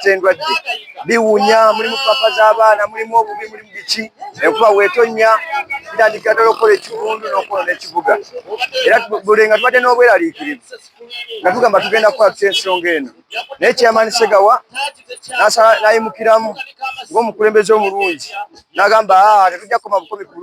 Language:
Ganda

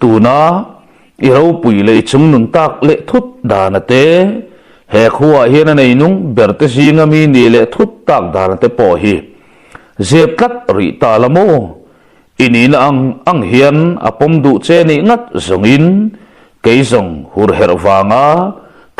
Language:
Mizo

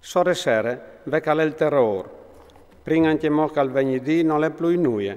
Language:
Friulian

